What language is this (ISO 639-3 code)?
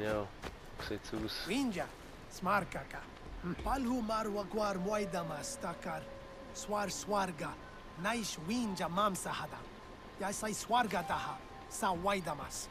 gsw